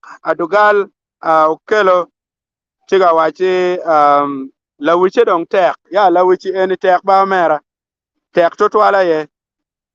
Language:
Acoli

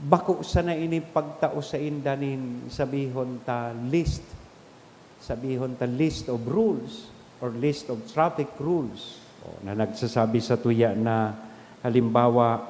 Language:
Bikol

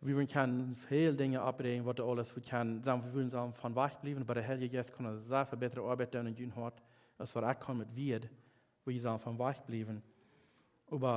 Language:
Plautdietsch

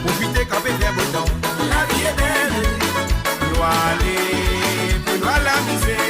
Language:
Morisyen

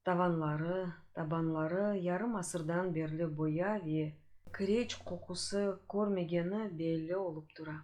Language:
Crimean Tatar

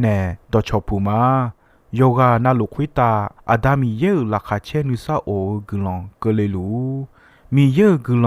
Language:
Akha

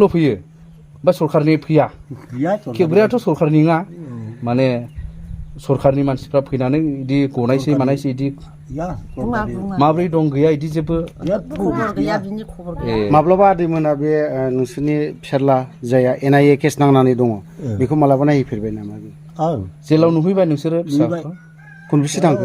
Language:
Bodo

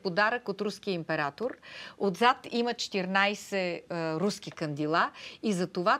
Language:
Bulgarian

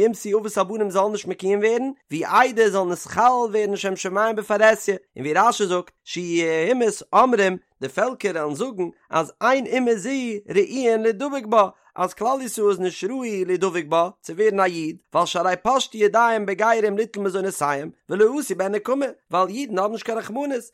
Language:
Yiddish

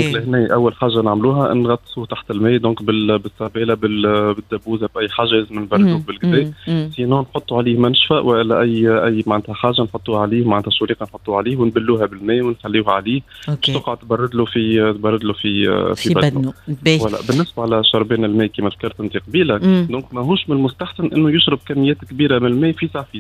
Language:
Tunisian Arabic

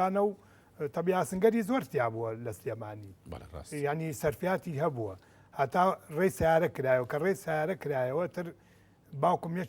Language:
Central Kurdish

